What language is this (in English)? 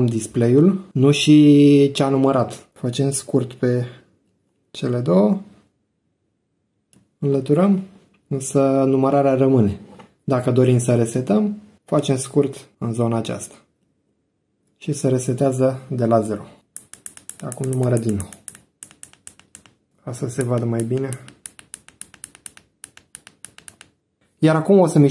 Romanian